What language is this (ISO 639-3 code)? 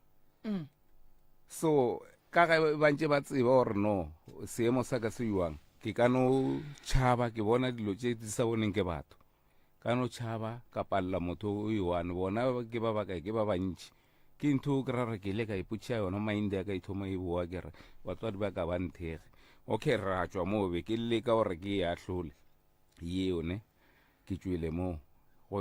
nso